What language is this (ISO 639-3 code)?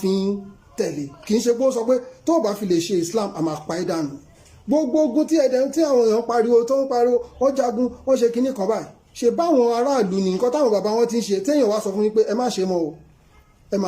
yor